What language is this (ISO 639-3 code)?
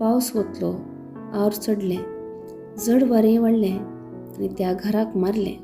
kok